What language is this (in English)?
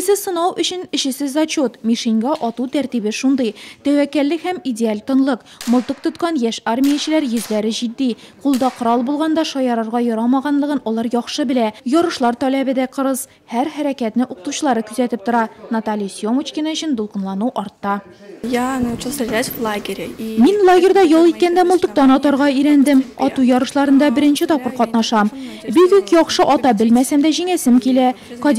Tatar